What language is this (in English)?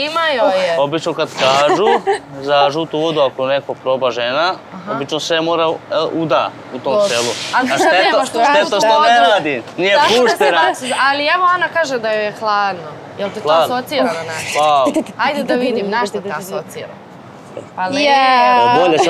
Serbian